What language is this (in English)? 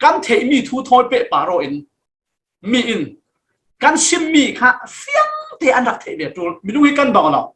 Falam Chin